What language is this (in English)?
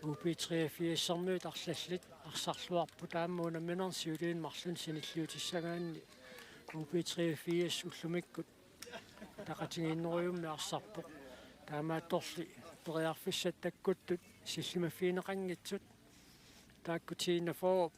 Kalaallisut